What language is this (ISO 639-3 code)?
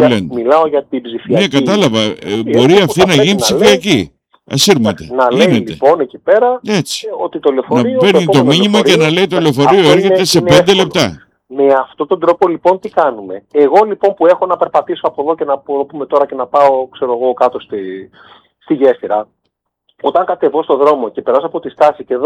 ell